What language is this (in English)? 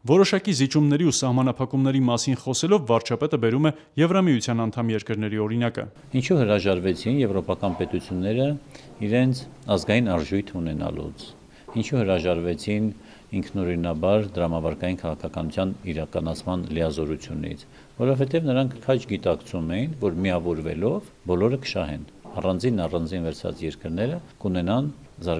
Armenian